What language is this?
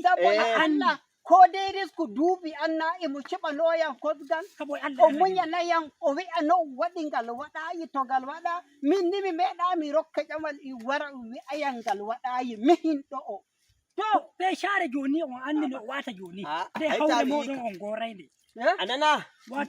Nigerian Fulfulde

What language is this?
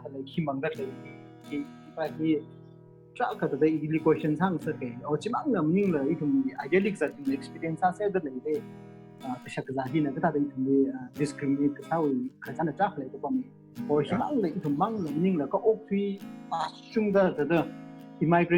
Tangkhul Naga (India)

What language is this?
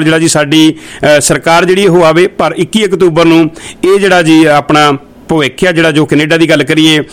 Punjabi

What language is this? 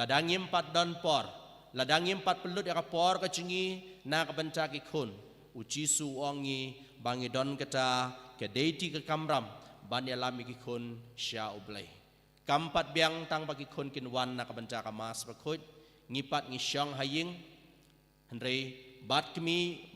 Khasi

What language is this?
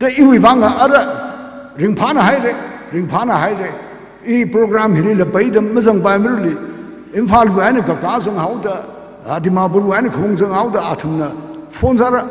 Tangkhul Naga (India)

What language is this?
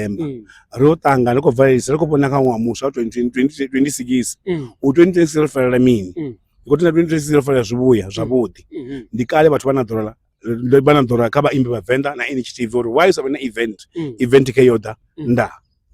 Venda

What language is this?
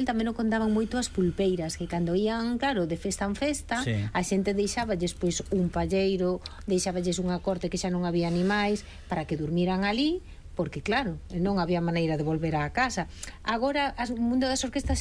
Galician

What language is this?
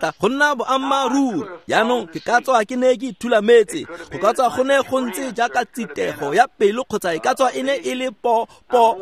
Tswana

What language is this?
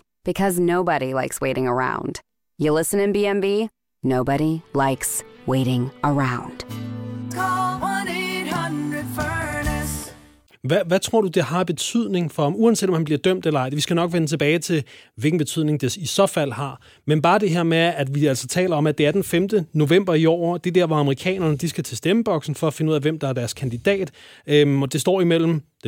Danish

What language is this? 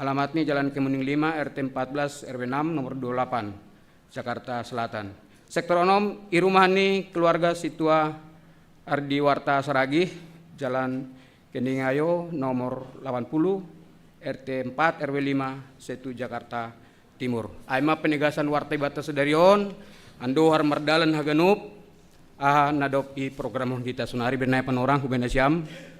Batak Simalungun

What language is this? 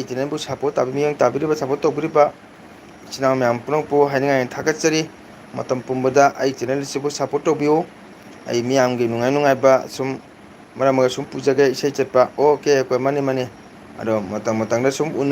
Manipuri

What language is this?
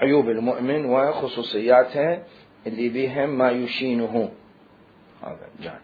Mesopotamian Arabic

